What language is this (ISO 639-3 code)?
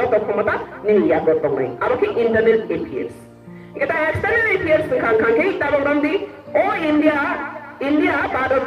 trp